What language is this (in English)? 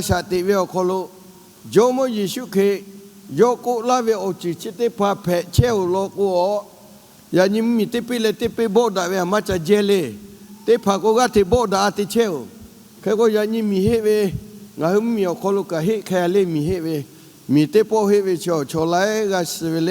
Lahu